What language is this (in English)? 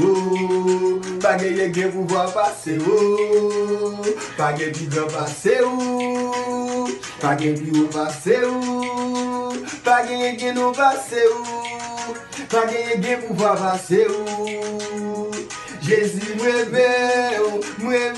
Haitian Creole